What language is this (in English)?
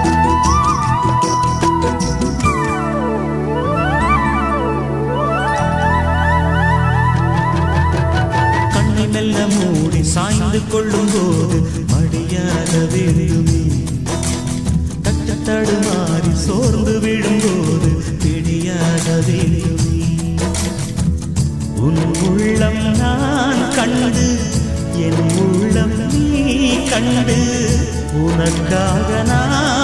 Tamil